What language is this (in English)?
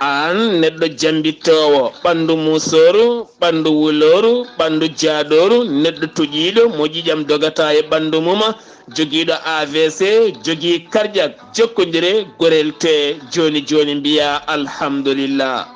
Fula